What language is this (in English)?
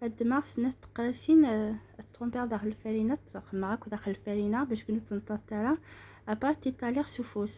Kabyle